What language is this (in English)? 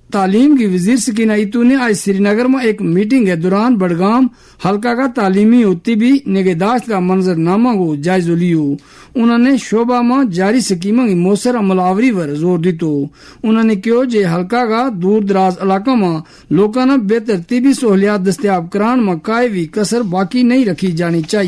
Gujari